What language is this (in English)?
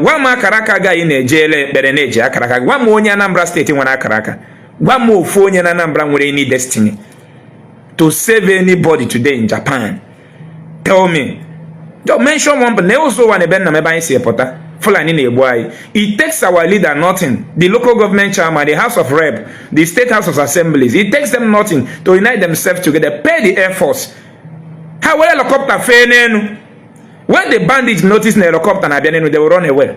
Igbo